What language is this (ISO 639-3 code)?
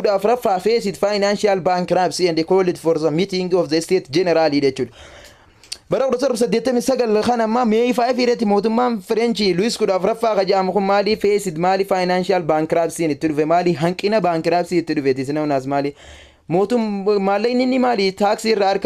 orm